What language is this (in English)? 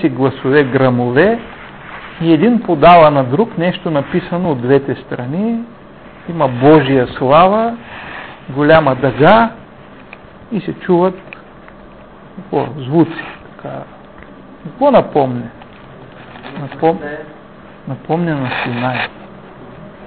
Bulgarian